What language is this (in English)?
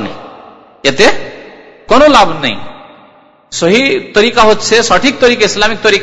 Bangla